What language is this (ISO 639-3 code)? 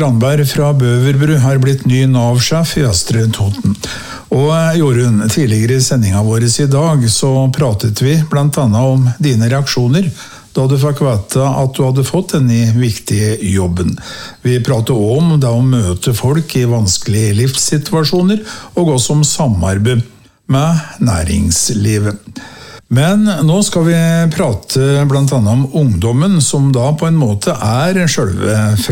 nor